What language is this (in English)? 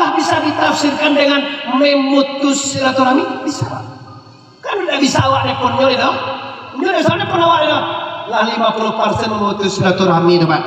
Minangkabau